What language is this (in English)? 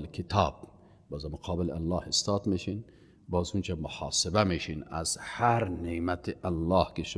Persian